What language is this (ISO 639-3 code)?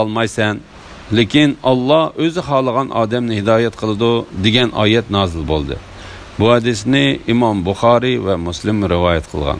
uig